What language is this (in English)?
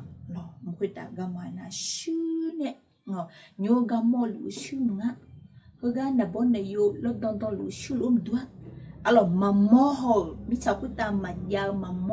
Akha